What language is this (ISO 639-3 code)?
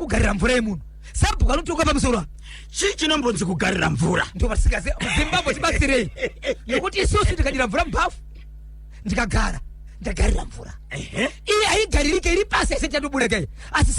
sna